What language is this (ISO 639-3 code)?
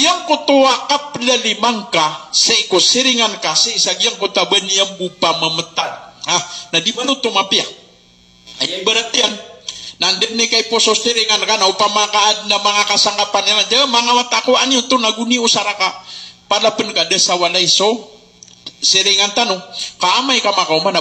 mrw